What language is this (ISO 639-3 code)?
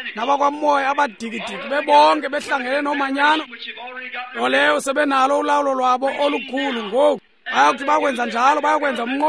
xho